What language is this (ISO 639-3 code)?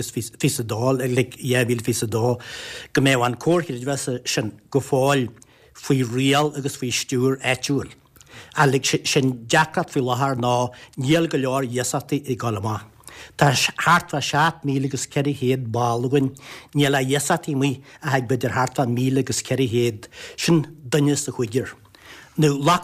gle